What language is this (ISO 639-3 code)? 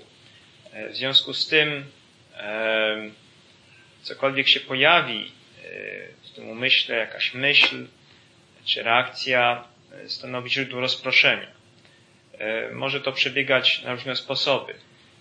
pol